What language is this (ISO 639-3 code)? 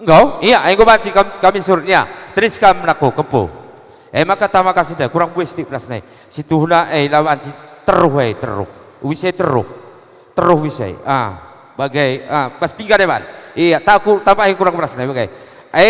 btx